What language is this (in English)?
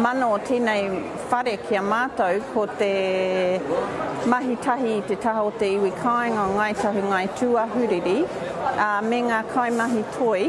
Māori